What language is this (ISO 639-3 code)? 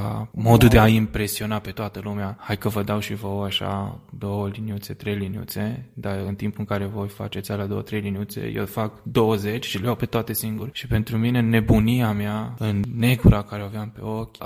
ron